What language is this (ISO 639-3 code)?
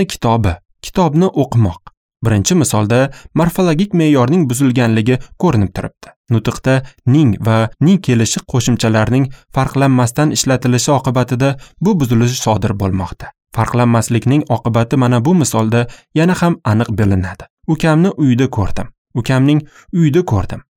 uzb